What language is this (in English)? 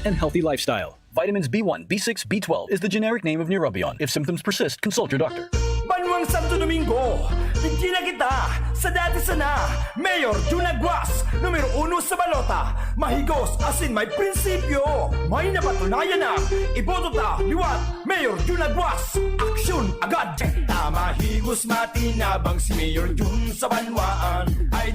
Bikol